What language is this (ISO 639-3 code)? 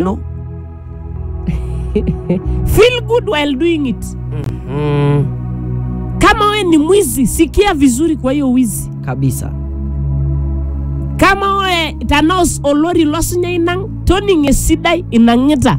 swa